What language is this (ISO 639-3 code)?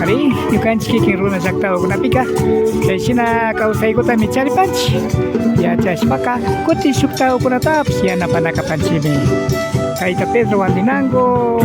qvi